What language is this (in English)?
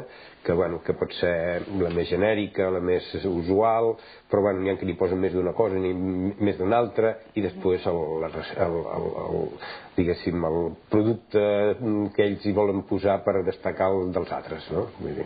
Catalan